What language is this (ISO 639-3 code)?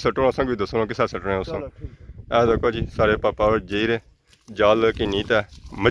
phr